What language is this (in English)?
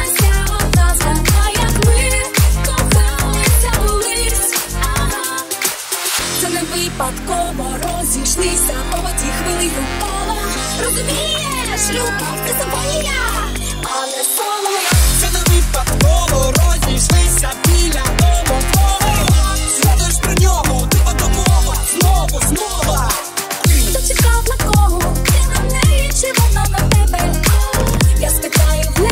Ukrainian